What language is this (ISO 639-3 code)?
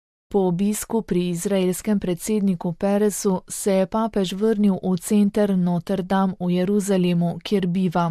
slv